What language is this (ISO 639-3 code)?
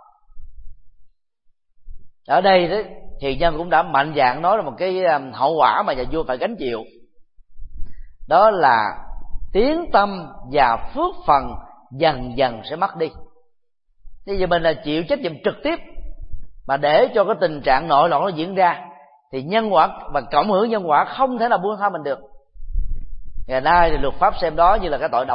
vie